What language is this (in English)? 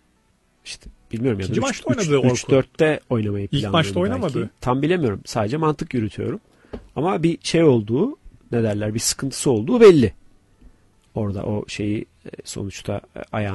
Turkish